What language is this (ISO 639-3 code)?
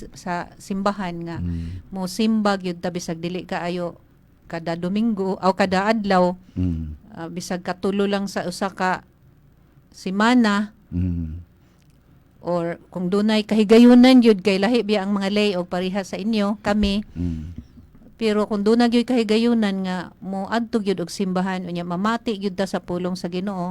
ceb